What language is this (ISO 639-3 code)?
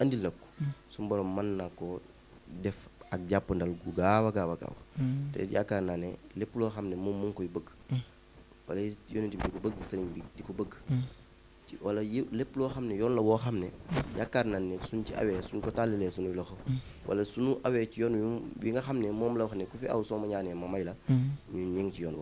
wol